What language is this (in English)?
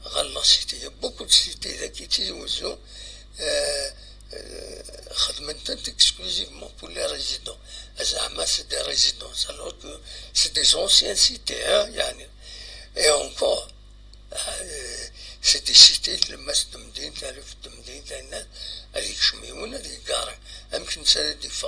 Kabyle